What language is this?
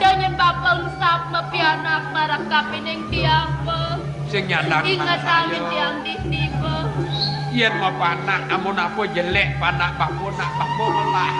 Balinese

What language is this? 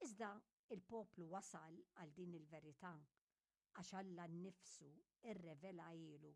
Maltese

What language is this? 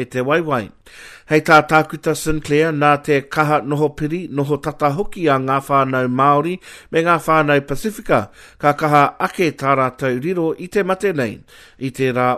Māori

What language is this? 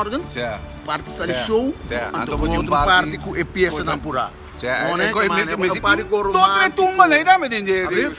Papiamento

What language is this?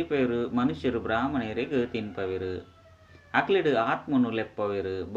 Tulu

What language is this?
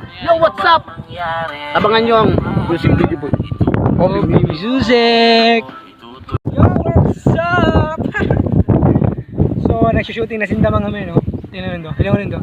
Bikol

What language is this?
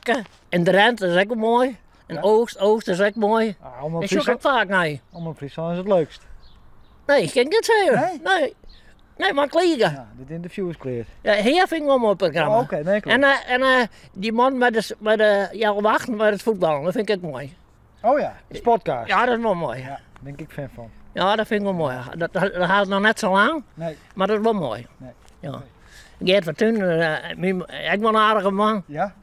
Western Frisian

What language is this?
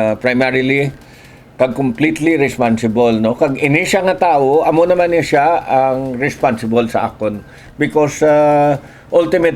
Hiligaynon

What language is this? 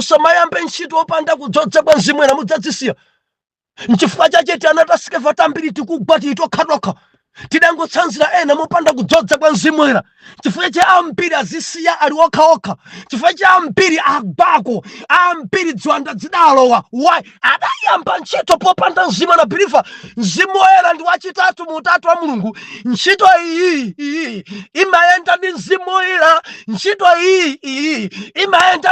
Nyanja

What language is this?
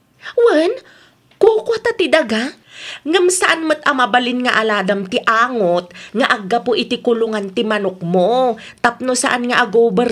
Iloko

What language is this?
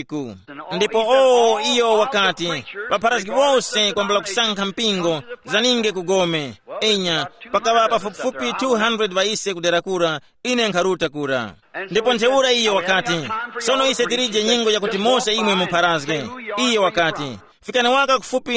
Tumbuka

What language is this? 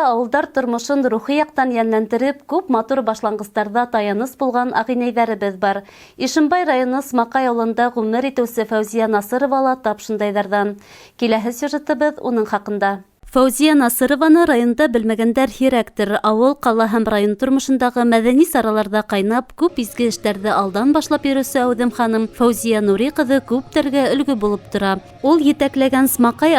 Bashkir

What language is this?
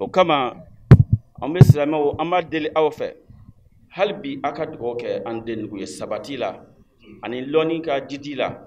Bambara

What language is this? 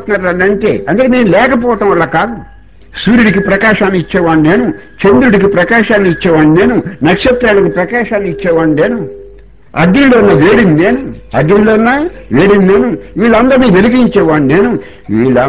Telugu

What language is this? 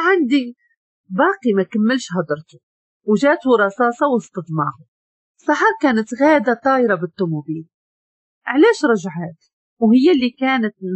Moroccan Arabic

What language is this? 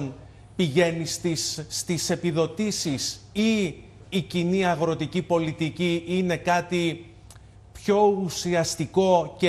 Greek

